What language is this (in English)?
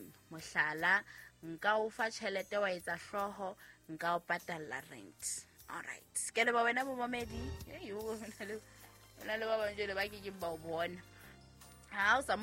Southern Sotho